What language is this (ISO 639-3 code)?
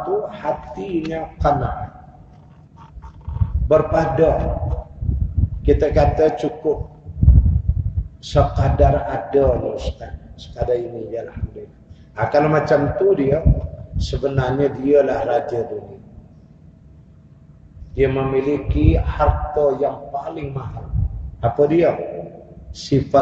msa